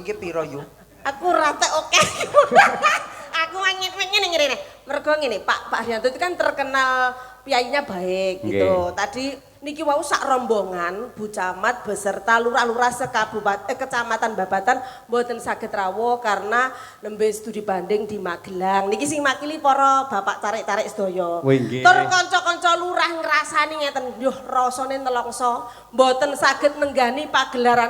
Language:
Javanese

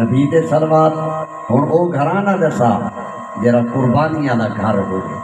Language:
Saraiki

